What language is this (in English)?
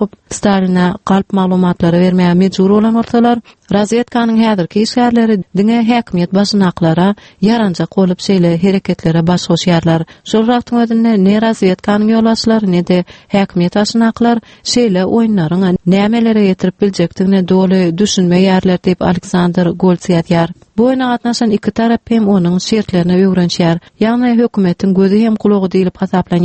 Turkmen